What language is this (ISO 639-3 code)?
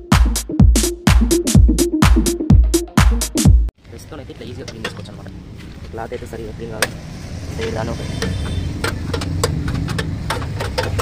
tel